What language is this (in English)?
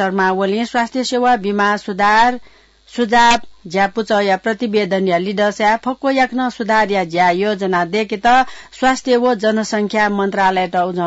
Newari